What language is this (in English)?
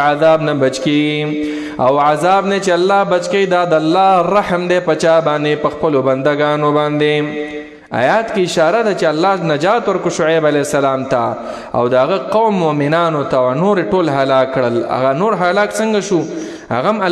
Pashto